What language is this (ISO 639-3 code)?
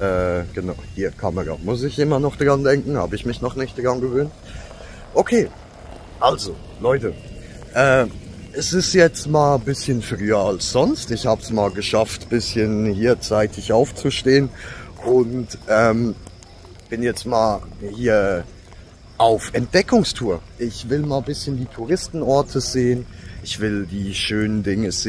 gsw